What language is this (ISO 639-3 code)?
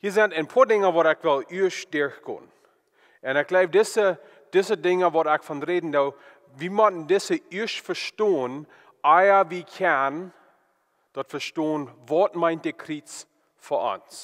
pdt